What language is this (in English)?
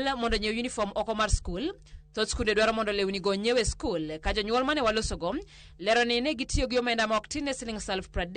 Luo (Kenya and Tanzania)